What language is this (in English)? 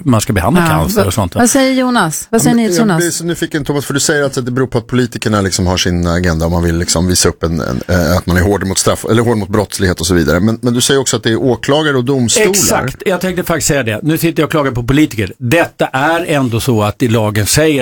Swedish